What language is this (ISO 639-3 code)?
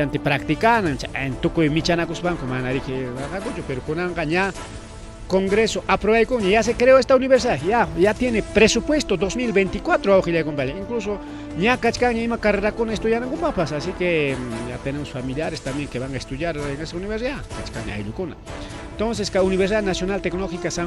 quy